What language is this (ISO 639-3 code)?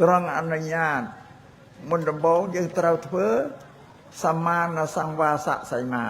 khm